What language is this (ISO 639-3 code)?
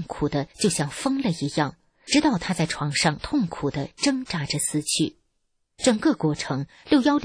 zho